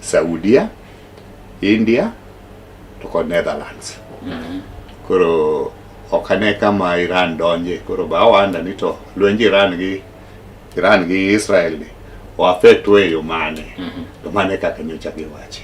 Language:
Luo (Kenya and Tanzania)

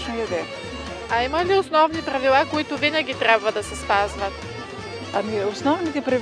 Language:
Bulgarian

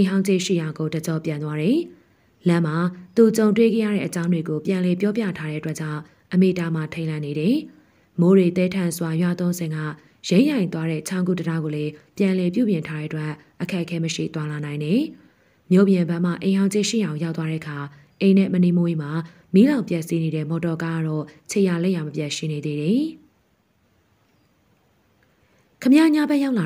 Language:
Burmese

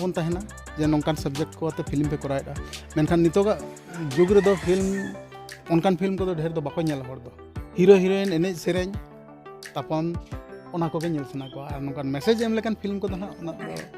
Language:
Santali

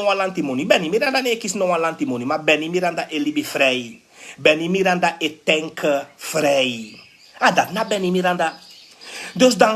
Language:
Sranan Tongo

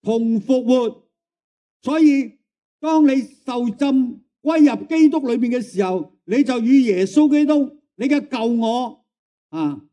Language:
Cantonese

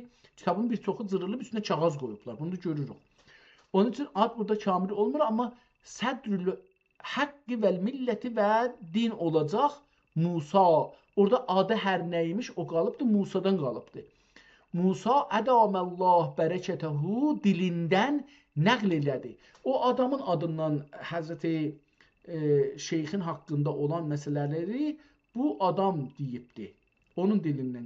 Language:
South Azerbaijani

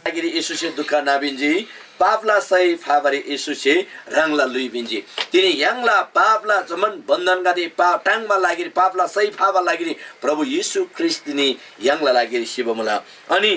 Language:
Eastern Tamang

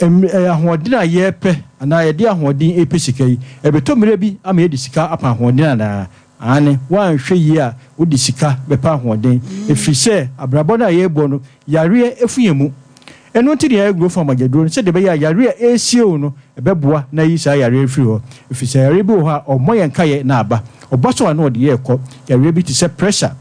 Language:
Akan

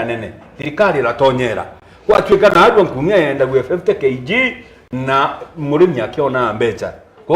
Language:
Meru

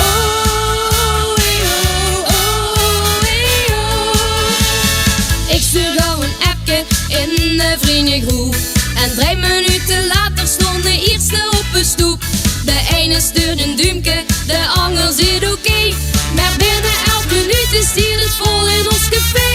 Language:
Limburgish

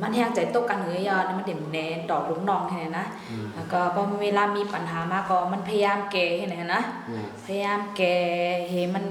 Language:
Shan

